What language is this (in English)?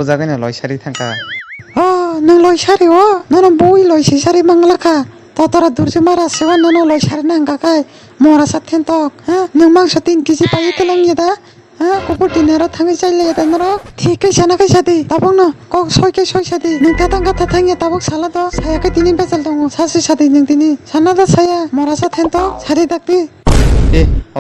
Kok Borok